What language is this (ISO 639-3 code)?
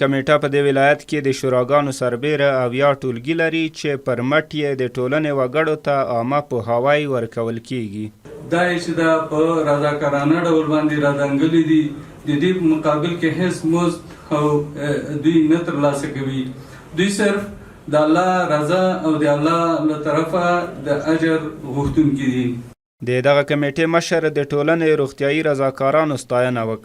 pus